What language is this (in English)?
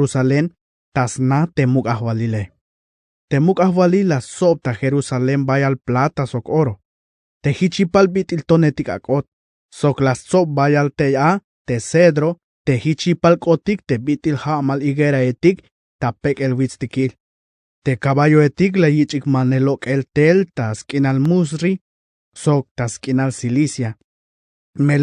Tzeltal